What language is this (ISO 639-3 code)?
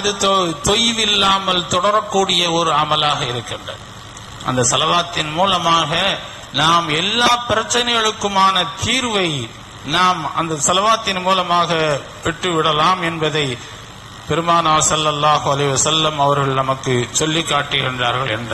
tam